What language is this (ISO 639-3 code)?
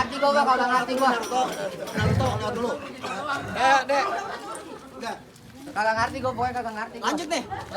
bew